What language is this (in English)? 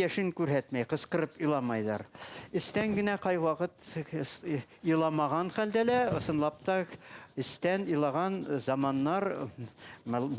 Bashkir